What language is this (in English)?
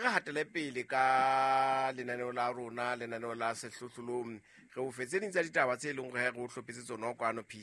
Southern Sotho